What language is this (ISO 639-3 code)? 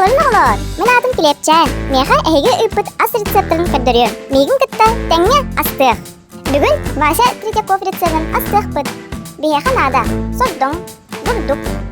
sah